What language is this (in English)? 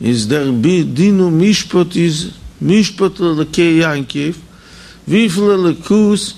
Yiddish